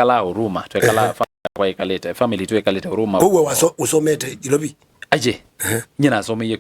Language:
Kamba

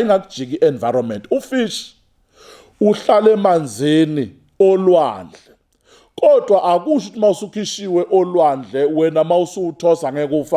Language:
Zulu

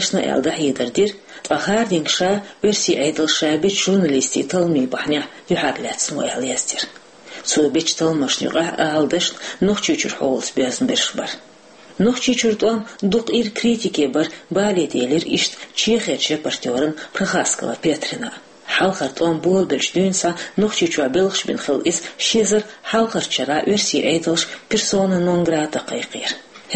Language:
Chechen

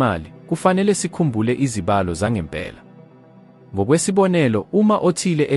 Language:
Zulu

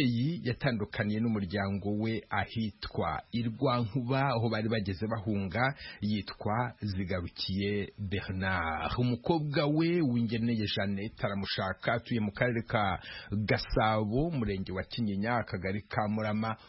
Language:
Kinyarwanda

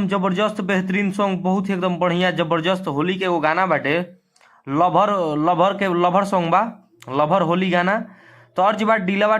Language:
Bhojpuri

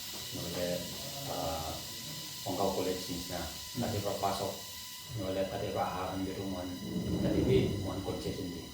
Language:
Naga Pidgin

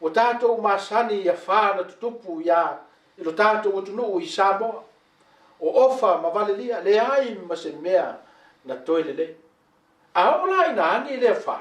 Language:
Samoan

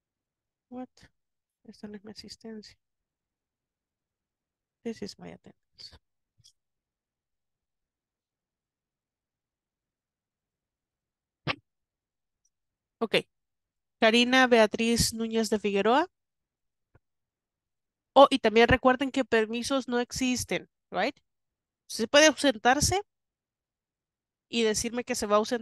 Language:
Spanish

